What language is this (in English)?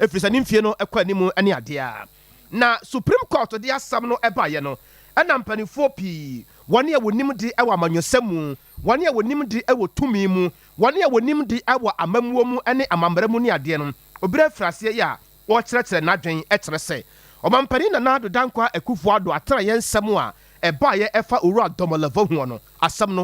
Akan